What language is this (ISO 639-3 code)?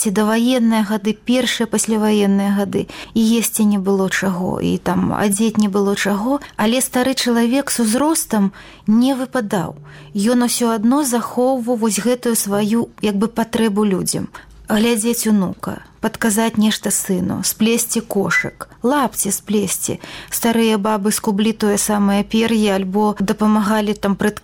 bel